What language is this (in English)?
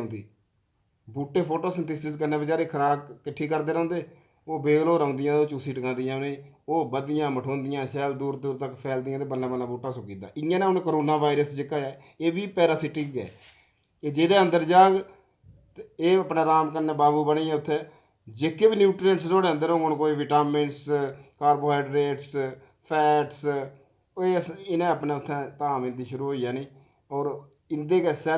Dogri